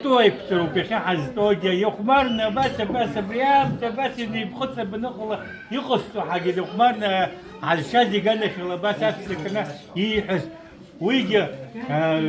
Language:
Abkhazian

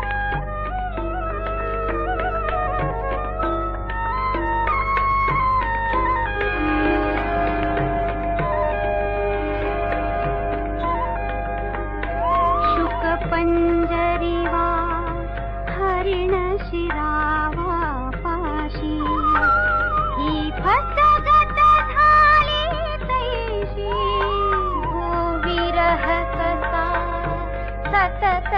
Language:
Marathi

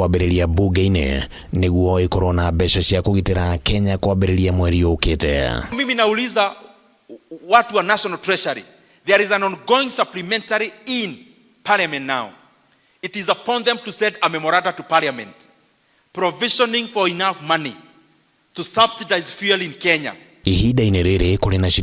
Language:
Kikuyu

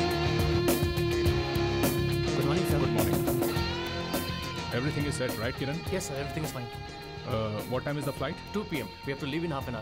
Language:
Hindi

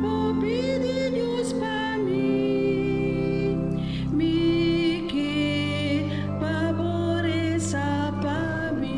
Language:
Papiamento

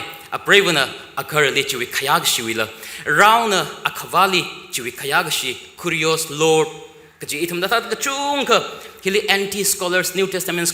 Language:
Tangkhul Naga (India)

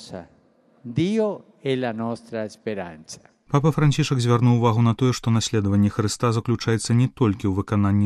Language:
Belarusian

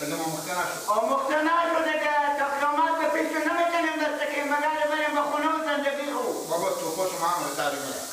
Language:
Persian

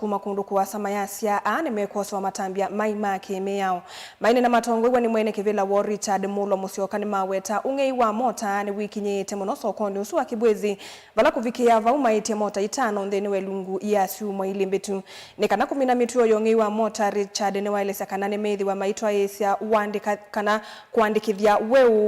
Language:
Kamba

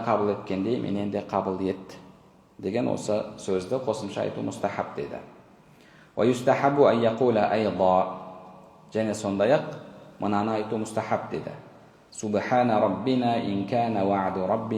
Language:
Kazakh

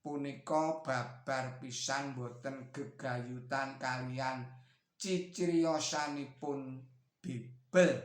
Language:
Javanese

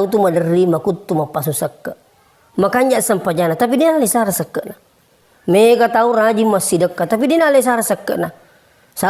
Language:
Buginese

